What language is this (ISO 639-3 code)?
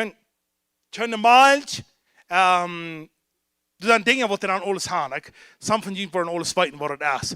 pdt